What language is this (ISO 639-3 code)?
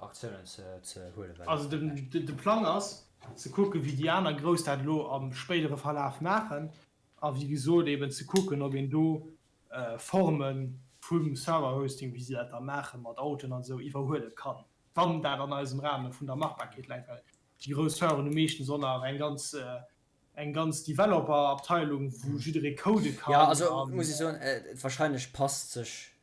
ltz